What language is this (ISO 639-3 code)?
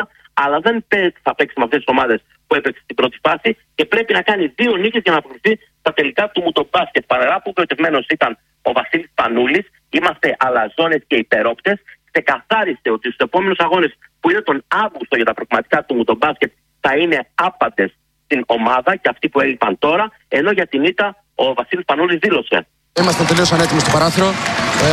ell